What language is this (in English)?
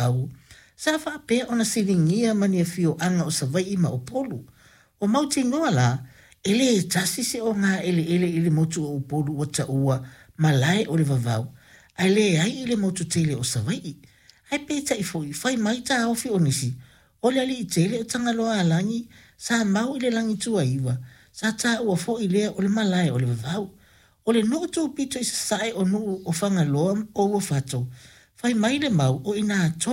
Samoan